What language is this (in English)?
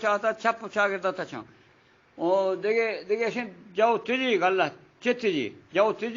Eastern Balochi